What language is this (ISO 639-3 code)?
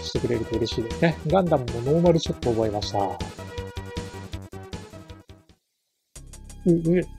jpn